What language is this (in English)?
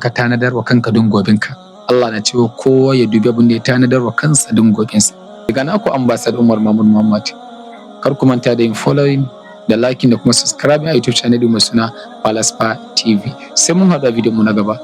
Hausa